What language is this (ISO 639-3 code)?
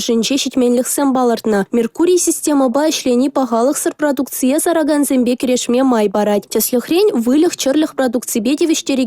chv